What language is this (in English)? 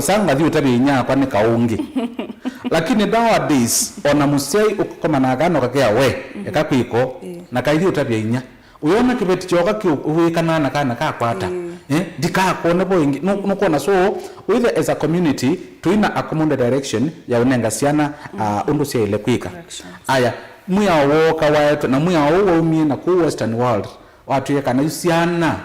Kamba